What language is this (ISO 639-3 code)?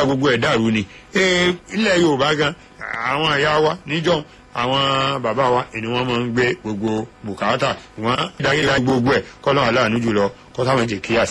yor